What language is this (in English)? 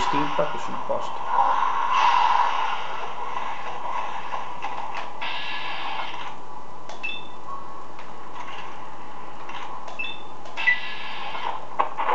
Italian